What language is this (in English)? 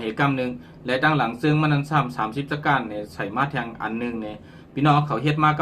Shan